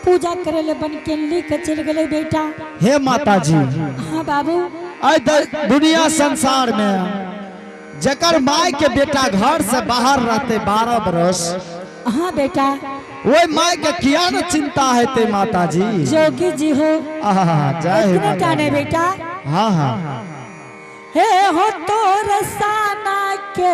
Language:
Angika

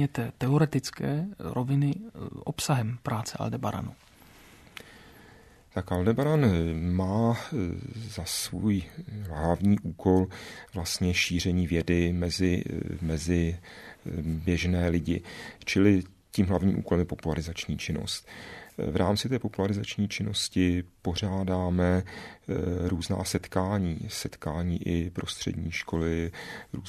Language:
Czech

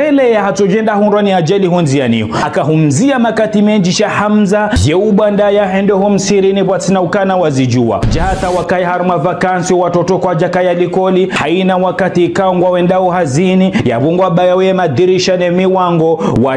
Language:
Ngazidja Comorian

